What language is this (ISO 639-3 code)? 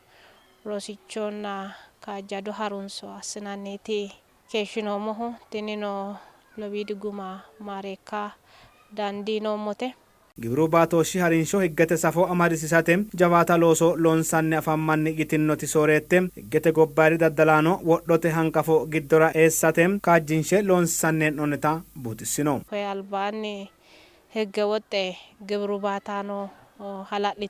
sid